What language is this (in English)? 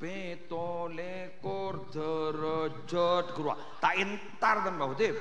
Madurese